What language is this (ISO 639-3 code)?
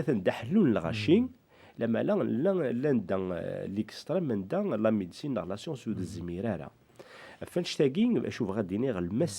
kab